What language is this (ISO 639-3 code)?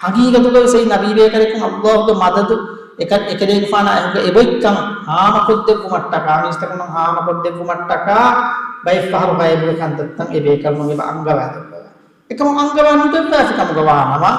div